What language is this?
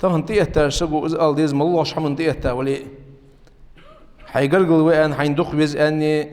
Ingush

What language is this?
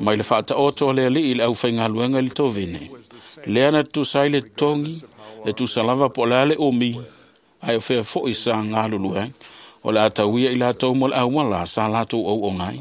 Samoan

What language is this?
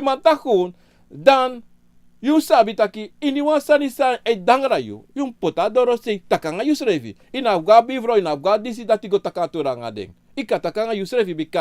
Sranan Tongo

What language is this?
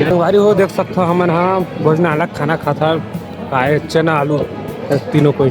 Chhattisgarhi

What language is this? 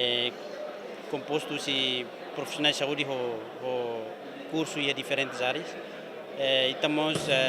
Tetum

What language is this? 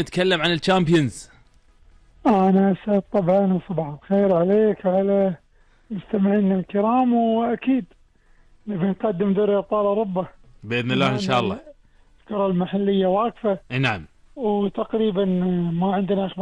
Gulf Arabic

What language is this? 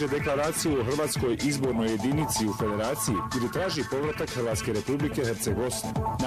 Bosnian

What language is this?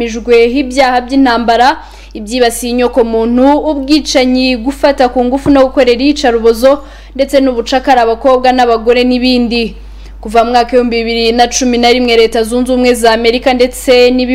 Kinyarwanda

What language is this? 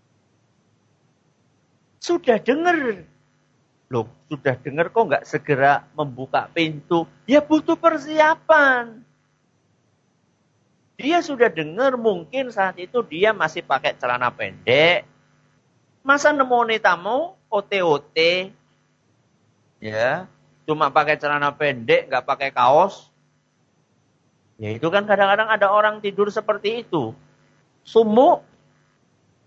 Indonesian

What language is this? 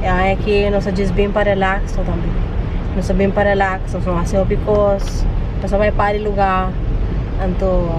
Papiamento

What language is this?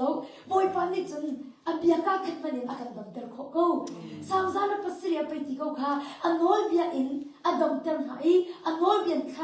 Hakha Chin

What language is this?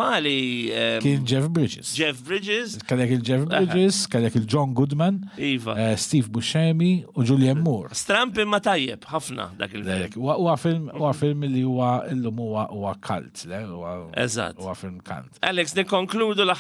Maltese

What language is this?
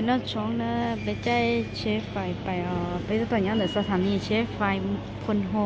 Hmong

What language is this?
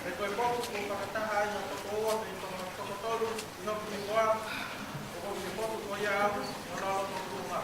Tongan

